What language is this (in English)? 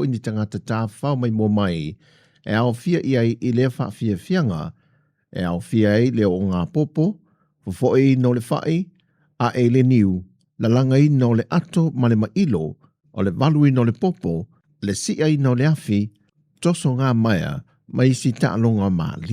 Samoan